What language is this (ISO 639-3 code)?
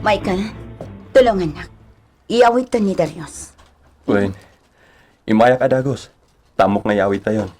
ilo